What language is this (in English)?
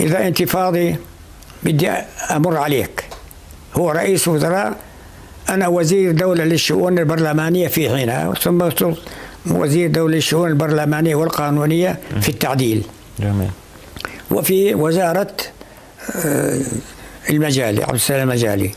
North Levantine Arabic